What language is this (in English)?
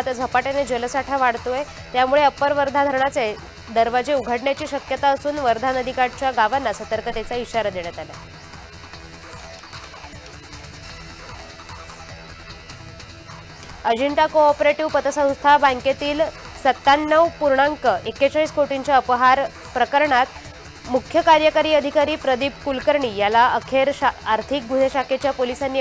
Marathi